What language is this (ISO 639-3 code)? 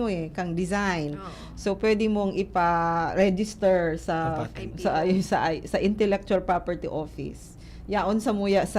bik